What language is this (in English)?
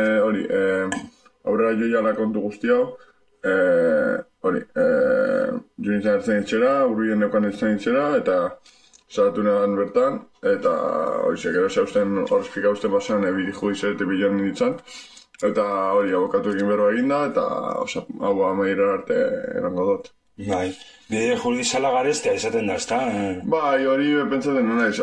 Basque